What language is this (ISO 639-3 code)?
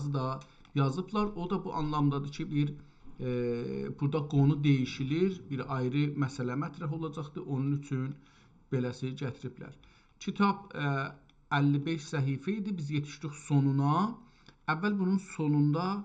azb